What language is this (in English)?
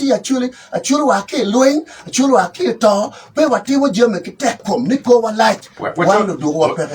Acoli